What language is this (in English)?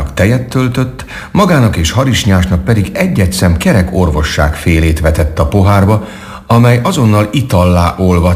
Hungarian